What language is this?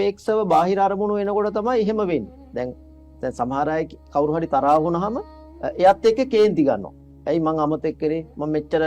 Sinhala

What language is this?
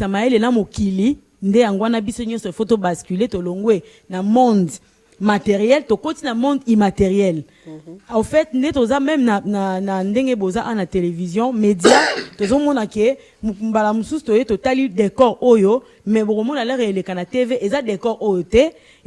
Lingala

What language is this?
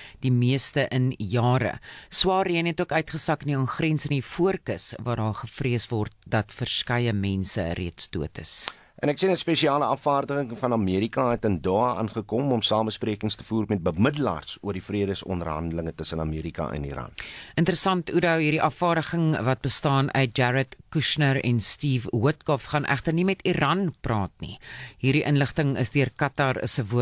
Afrikaans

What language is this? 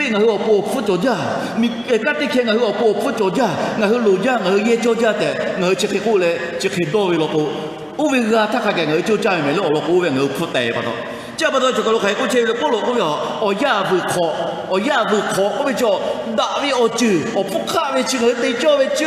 Lahu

